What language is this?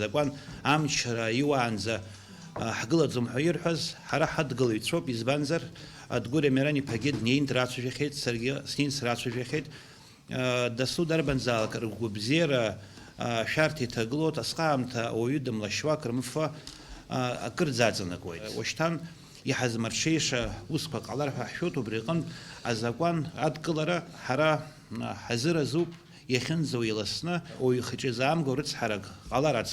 Abkhazian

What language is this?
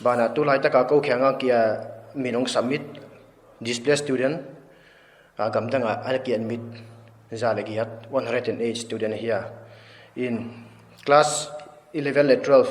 Paite Chin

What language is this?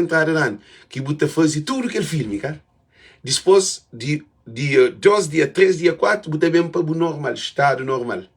Kabuverdianu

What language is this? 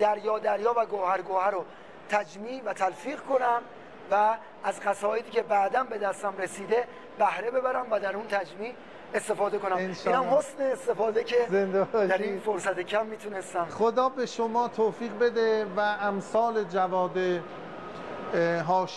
Persian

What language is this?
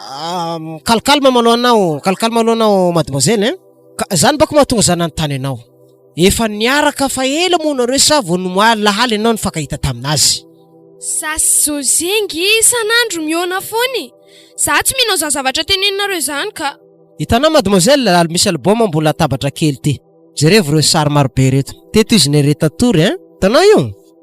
Malagasy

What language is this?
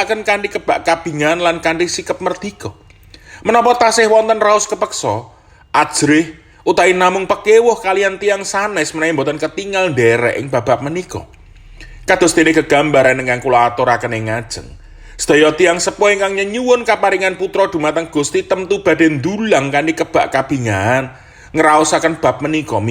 Javanese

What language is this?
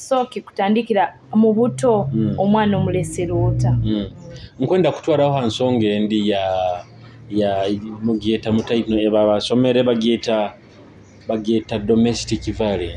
Nyoro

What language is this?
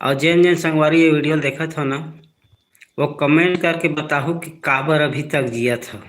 Chhattisgarhi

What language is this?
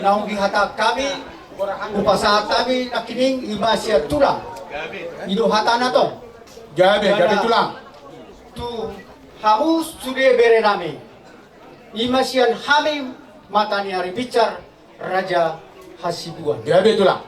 Batak Toba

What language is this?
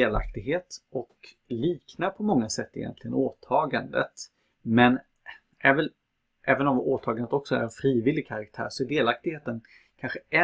Swedish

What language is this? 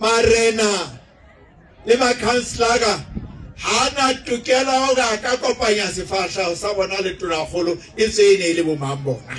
Southern Sotho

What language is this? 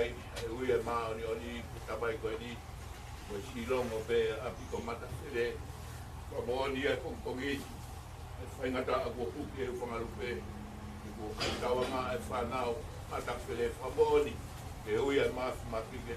Tongan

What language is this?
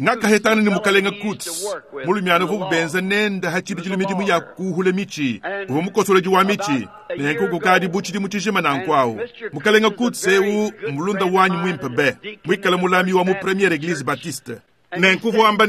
Luba-Lulua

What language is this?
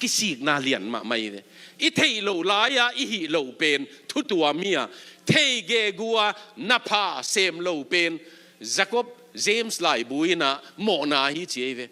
Tedim Chin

